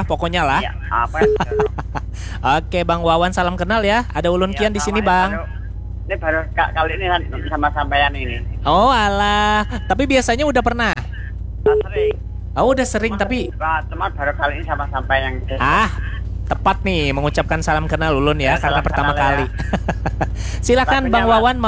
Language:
Banjar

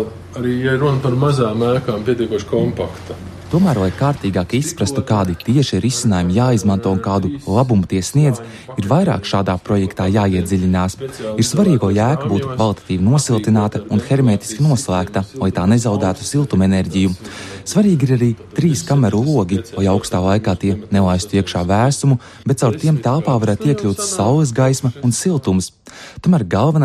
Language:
Latvian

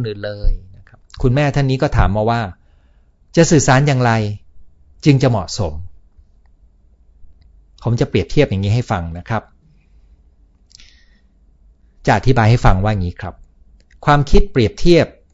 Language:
Thai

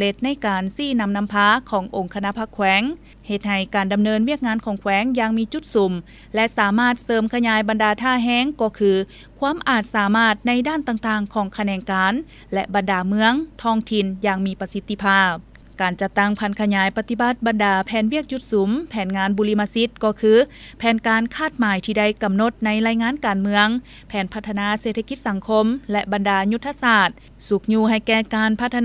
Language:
Lao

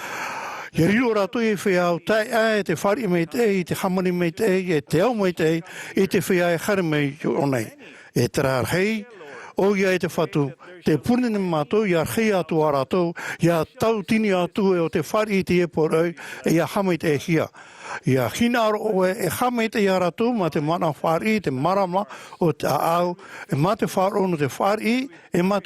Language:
Tahitian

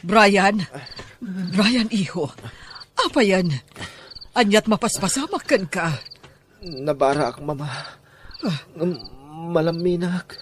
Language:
Iloko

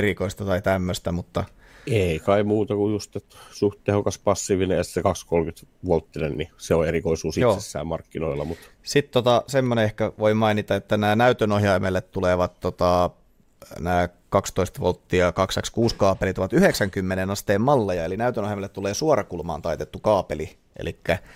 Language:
Finnish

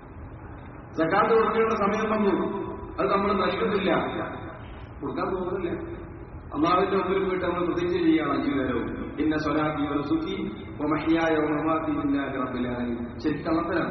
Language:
Malayalam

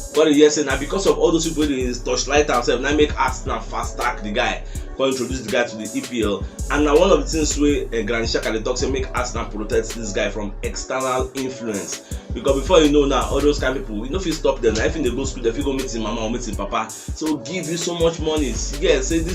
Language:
Nigerian Pidgin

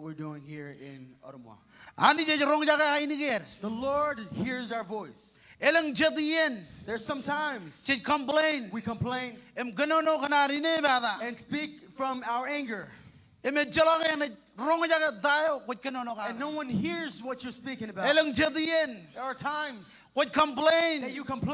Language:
Marshallese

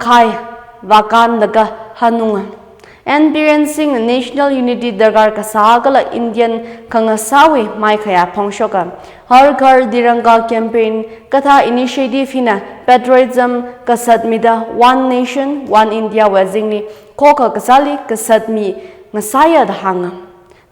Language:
Tangkhul Naga (India)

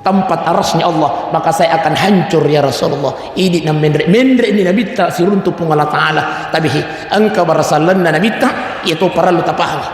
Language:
Buginese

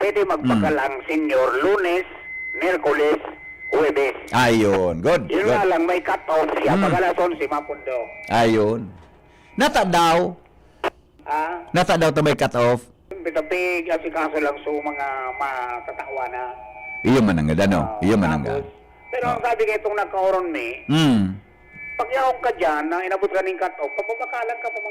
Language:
Bikol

